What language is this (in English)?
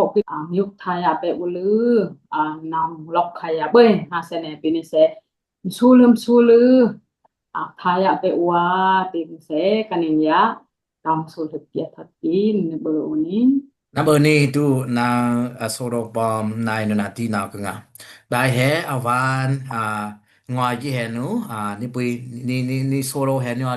Dimasa